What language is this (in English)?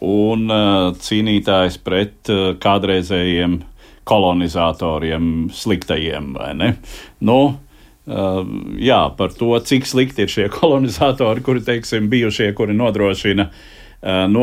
Latvian